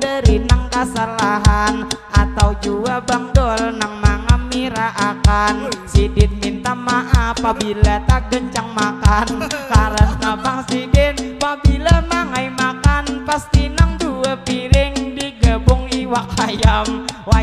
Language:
Banjar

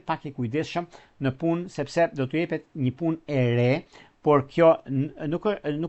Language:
Albanian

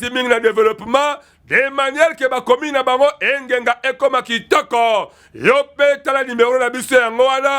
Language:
Lingala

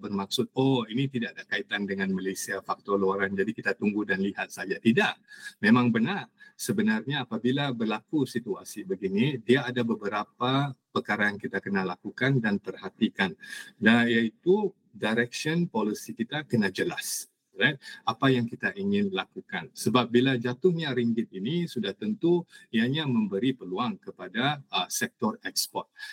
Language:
Malay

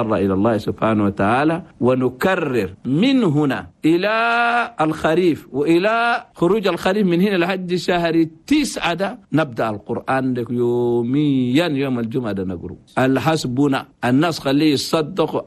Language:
Chadian Arabic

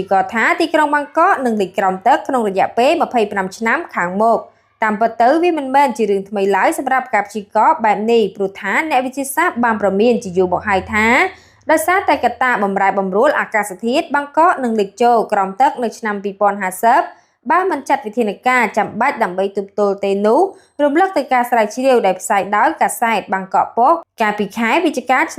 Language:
Khmer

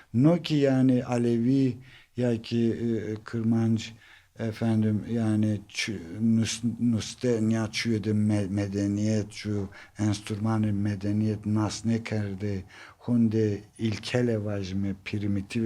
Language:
Zaza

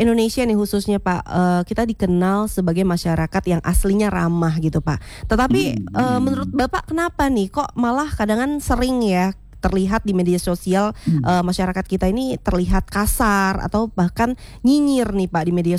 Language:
Indonesian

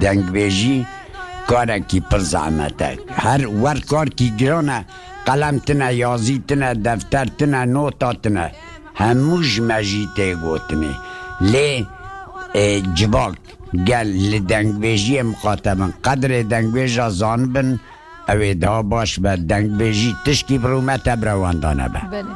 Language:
Kurdish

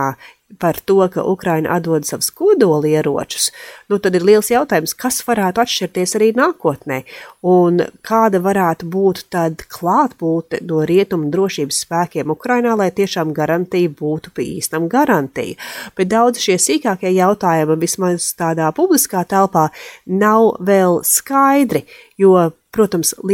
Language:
Latvian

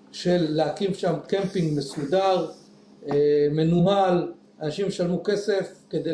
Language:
Hebrew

